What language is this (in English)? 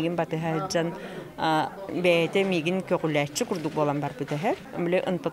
Yakut